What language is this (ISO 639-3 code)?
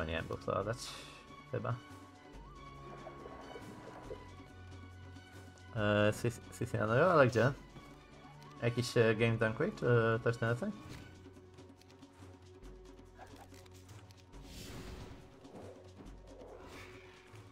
pol